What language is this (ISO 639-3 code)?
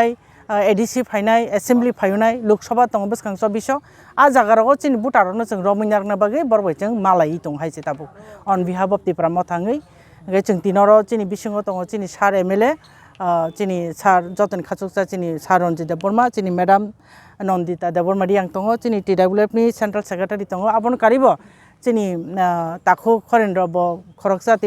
trp